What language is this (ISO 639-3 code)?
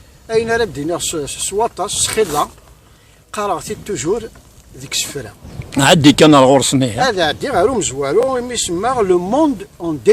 kab